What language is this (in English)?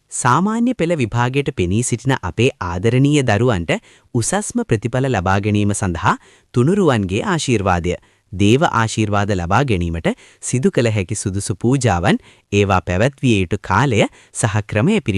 Sinhala